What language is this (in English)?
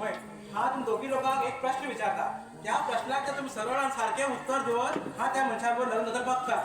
Konkani